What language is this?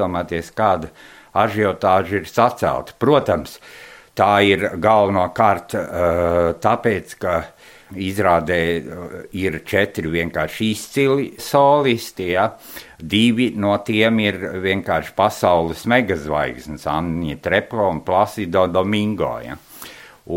Latvian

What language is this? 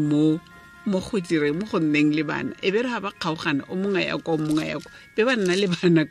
Tswana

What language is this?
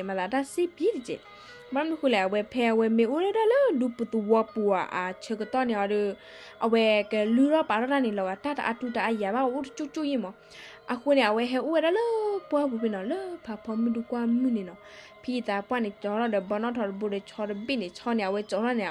S'gaw Karen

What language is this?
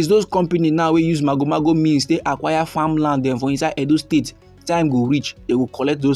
Nigerian Pidgin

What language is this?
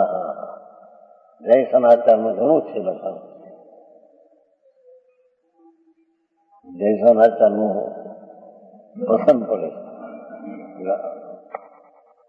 Gujarati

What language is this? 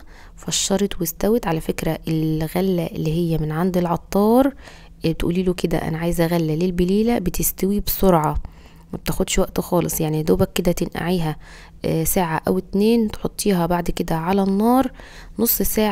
Egyptian Arabic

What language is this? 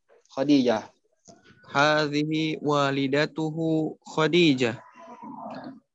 Indonesian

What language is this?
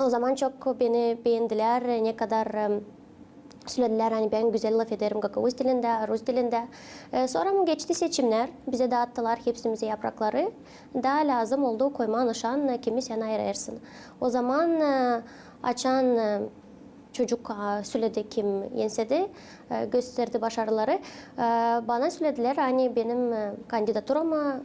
Gagauz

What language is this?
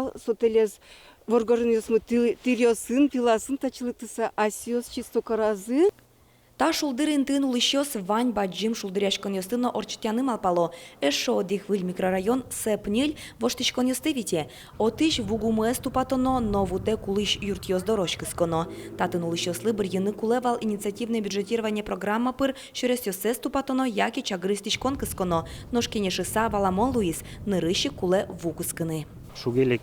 Udmurt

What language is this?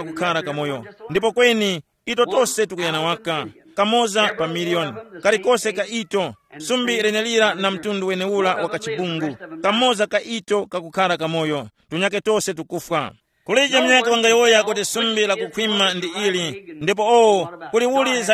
Tumbuka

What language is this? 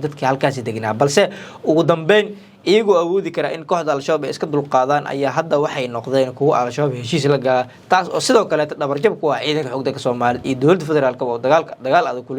Somali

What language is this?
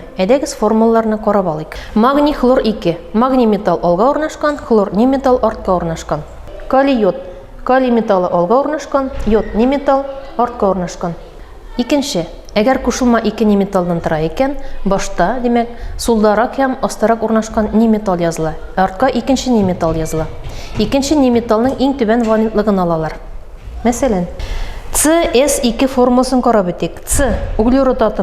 Tatar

